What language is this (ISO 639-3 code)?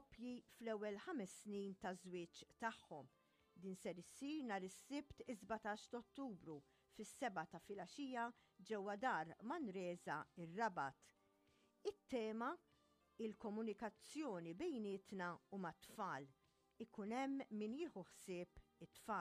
mlt